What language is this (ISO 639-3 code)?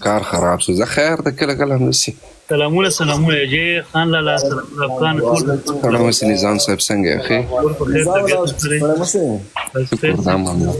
pus